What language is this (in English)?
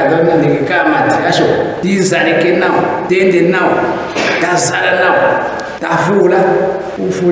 Ndonga